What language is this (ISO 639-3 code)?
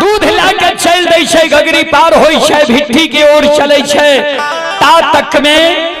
mai